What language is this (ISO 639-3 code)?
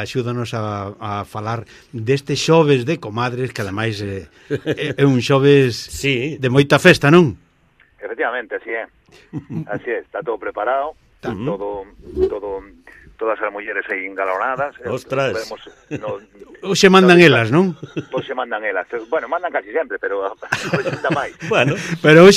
glg